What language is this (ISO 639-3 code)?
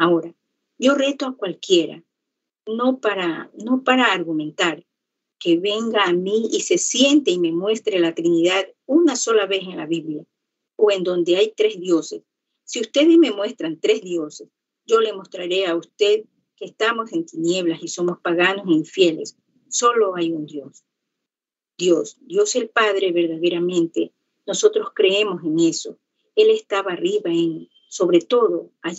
spa